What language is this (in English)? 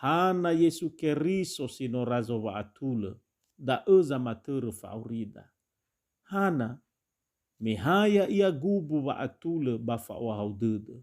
Nias